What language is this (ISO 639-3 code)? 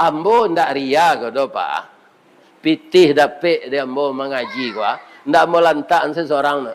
min